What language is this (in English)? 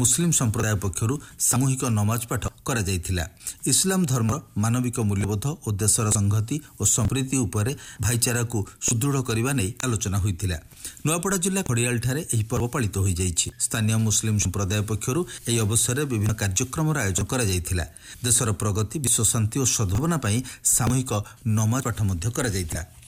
Odia